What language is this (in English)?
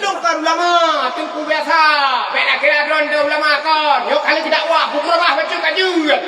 Achinese